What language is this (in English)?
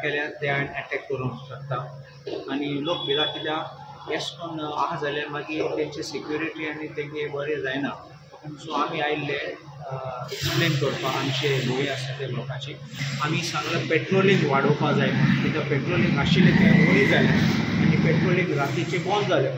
Konkani